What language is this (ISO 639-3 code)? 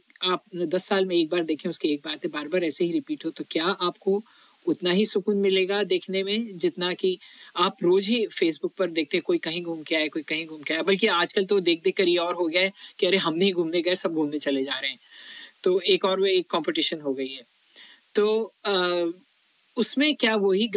hin